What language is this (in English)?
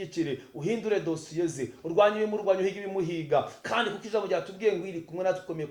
Kinyarwanda